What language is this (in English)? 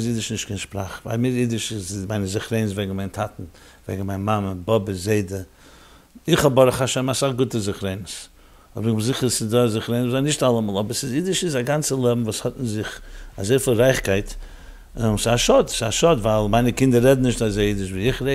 Yiddish